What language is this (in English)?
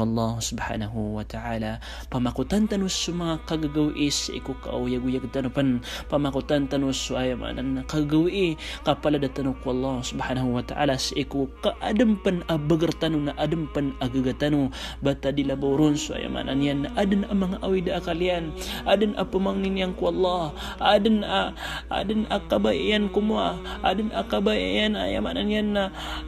Maranao